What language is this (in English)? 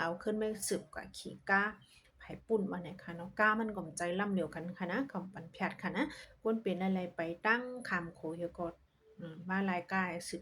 Shan